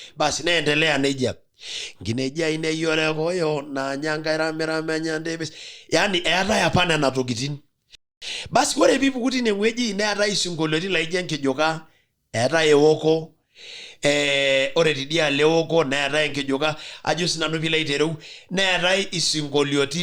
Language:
Masai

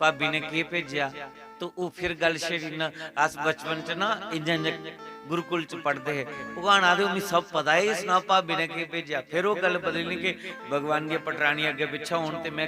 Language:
Dogri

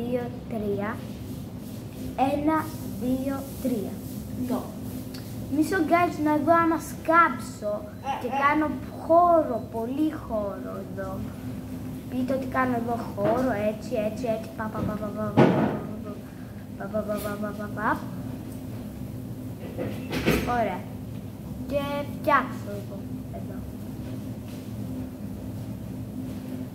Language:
Greek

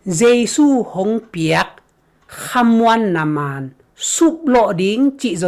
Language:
Tedim Chin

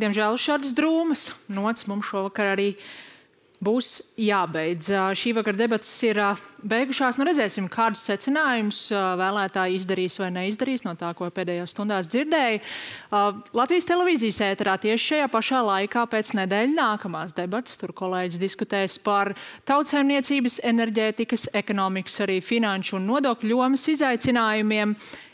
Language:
Latvian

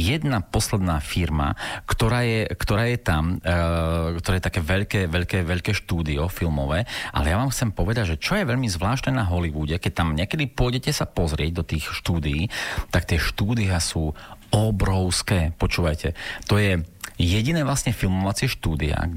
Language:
Slovak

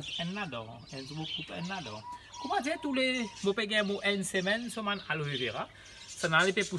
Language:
Morisyen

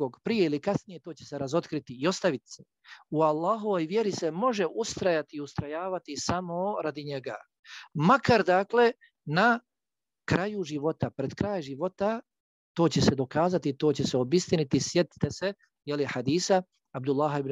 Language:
Bosnian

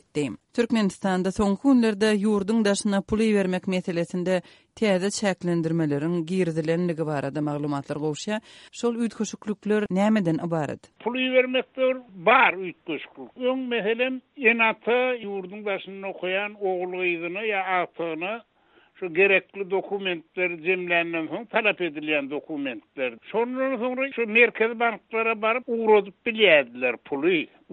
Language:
Turkmen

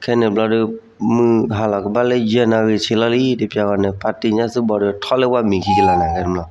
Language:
S'gaw Karen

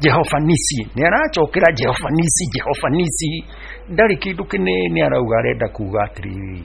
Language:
Kikuyu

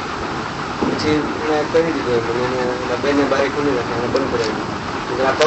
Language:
Gujarati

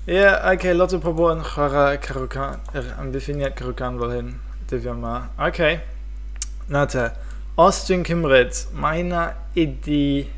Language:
Welsh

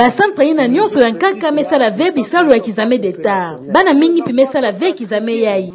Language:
Kituba (Democratic Republic of Congo)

